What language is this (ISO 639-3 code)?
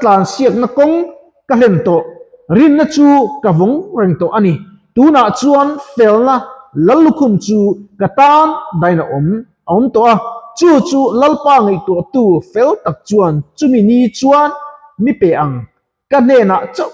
lus